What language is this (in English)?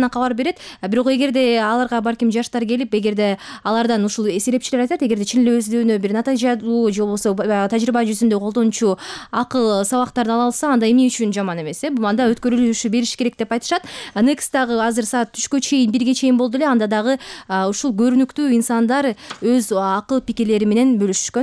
Kyrgyz